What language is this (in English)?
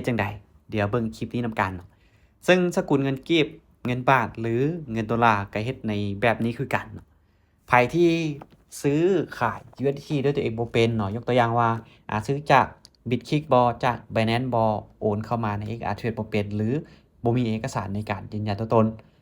Lao